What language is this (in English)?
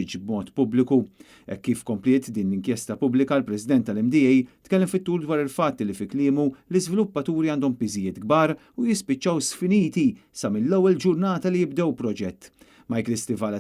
Maltese